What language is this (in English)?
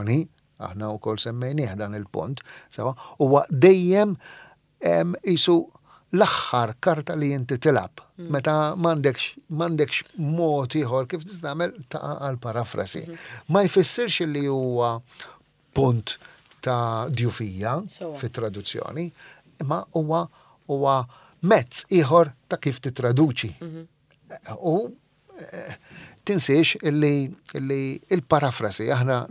Maltese